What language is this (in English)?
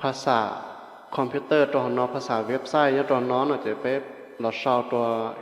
Hmong